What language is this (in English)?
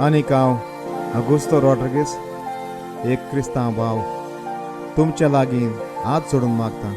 Konkani